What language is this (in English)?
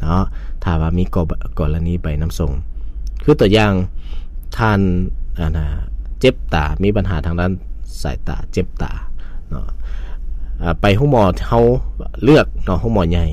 Lao